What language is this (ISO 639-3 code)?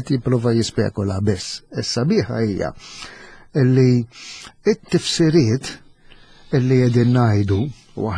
mlt